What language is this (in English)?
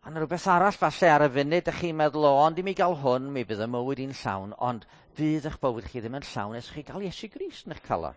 Welsh